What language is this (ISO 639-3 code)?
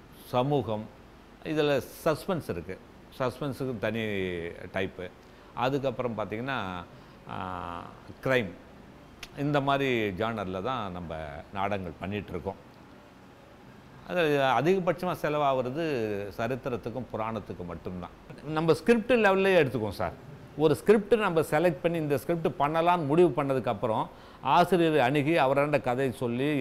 tam